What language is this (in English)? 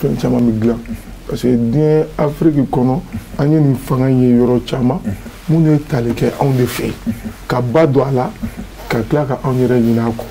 Bambara